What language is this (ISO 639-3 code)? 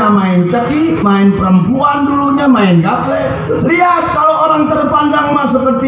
bew